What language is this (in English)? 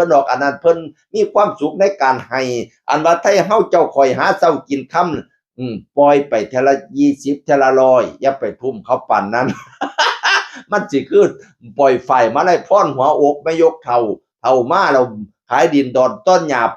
Northeastern Thai